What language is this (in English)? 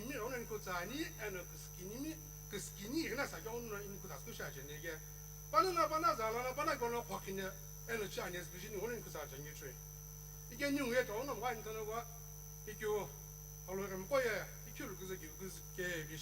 Sumi Naga